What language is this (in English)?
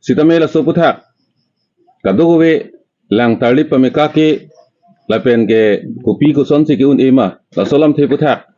Karbi